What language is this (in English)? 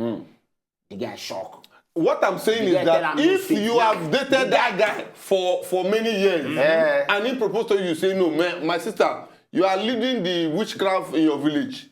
Nigerian Pidgin